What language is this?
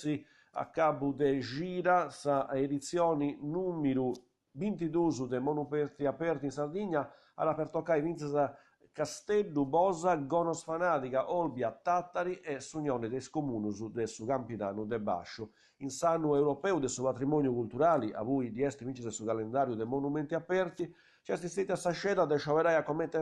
Sardinian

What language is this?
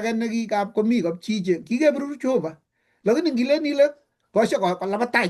Kalenjin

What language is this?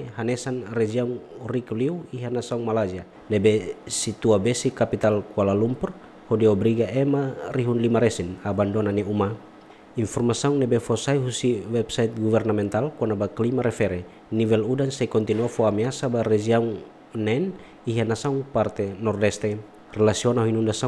Tetum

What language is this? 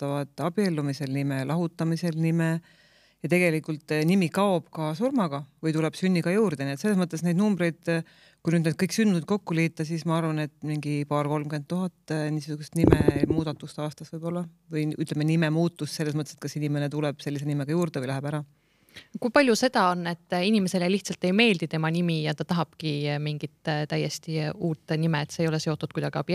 Estonian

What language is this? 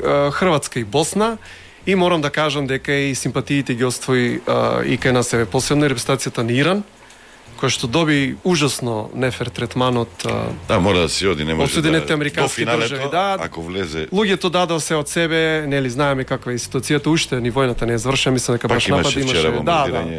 Macedonian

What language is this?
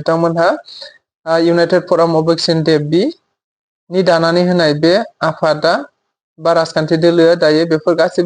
Bodo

